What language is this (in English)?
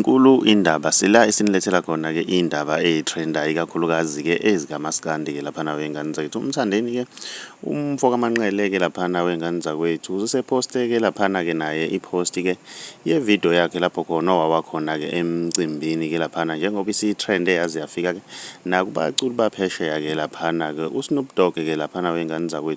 Zulu